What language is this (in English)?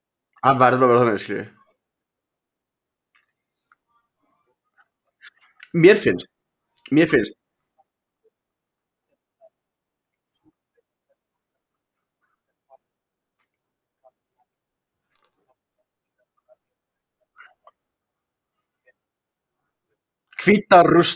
Icelandic